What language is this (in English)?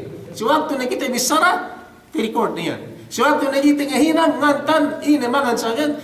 Yakan